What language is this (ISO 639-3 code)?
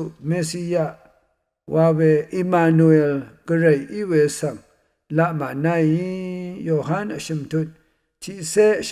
raw